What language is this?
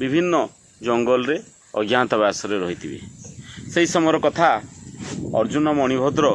Odia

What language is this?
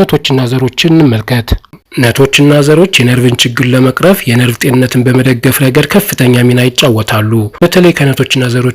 Amharic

